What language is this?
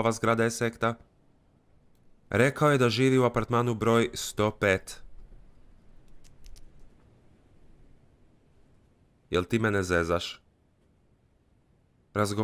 Croatian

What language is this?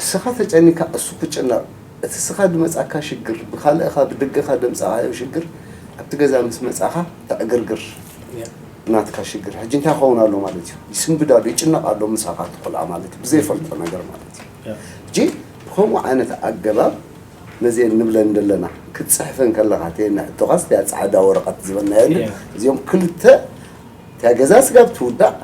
Tigrinya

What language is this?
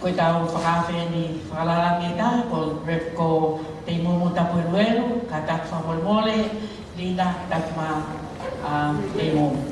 Tongan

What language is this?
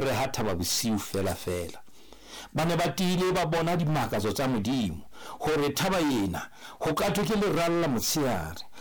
Southern Sotho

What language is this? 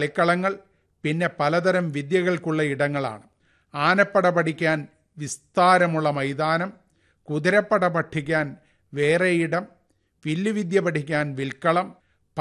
Malayalam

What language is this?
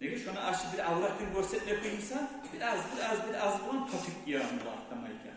Kumyk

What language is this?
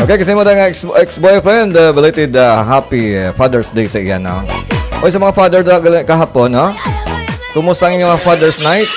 Hiligaynon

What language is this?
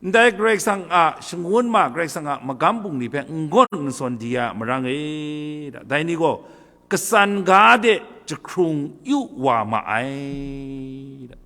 Kachin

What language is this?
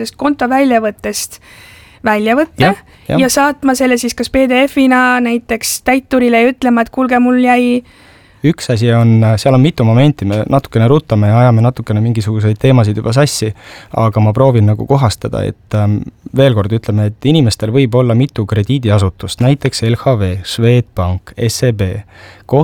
Estonian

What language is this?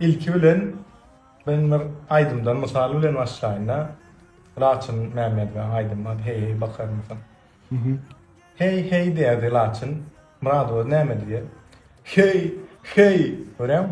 Turkmen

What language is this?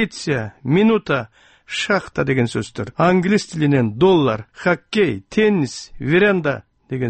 Kyrgyz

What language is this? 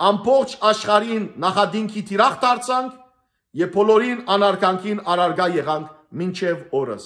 Western Armenian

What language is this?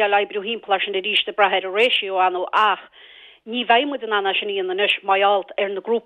Irish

